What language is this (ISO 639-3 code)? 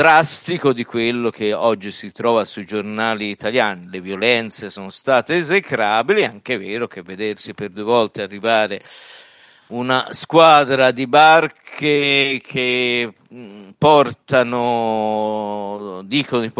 ita